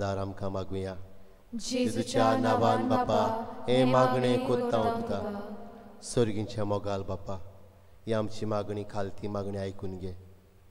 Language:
Konkani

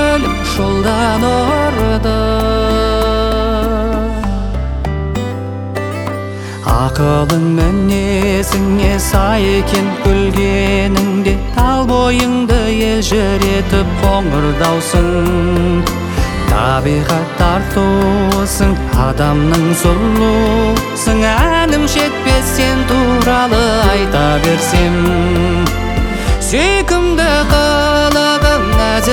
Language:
Kazakh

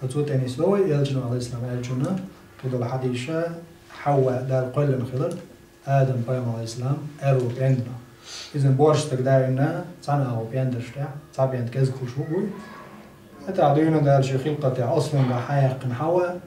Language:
Chechen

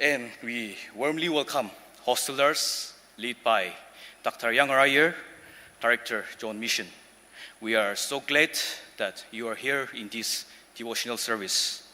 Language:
Ao Naga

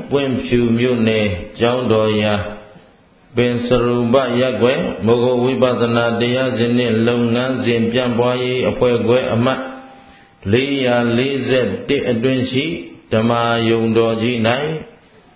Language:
Burmese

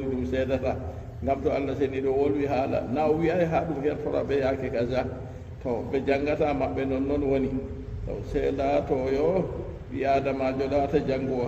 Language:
Fula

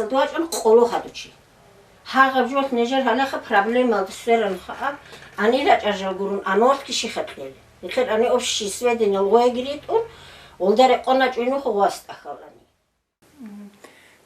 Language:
Avaric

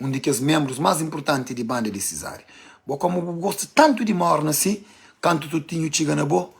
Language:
Kabuverdianu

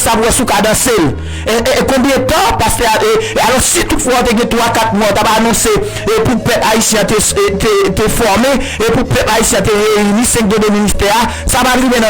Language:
Haitian Creole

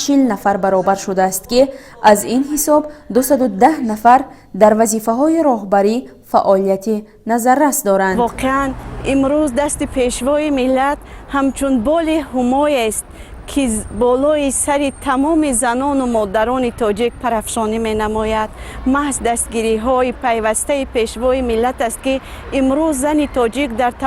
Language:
Tajik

